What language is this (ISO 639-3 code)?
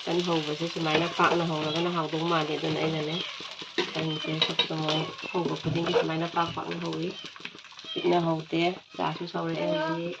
mni